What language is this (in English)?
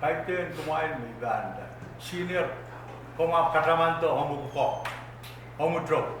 Pohnpeian